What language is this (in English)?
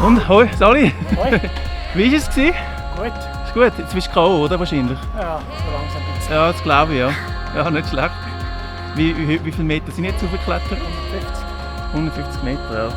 Swiss German